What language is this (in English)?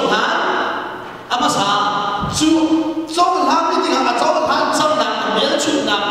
Hakha Chin